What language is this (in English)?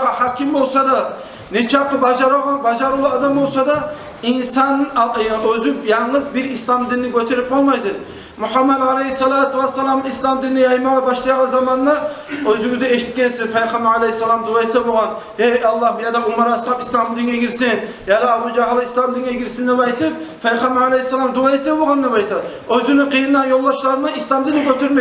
Kumyk